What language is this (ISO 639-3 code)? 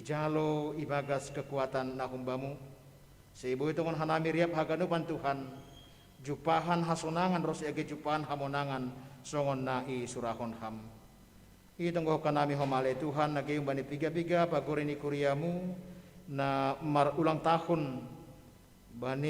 bts